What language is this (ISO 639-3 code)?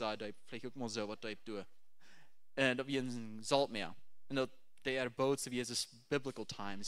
pdt